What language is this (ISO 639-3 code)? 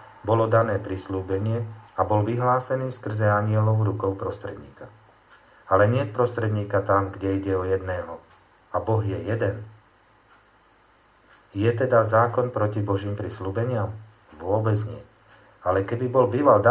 slk